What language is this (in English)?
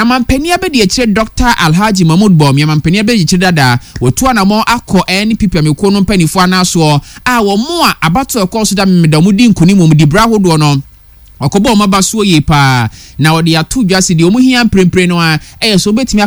Akan